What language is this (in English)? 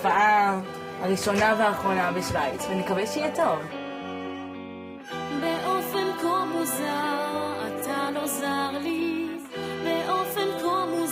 Hebrew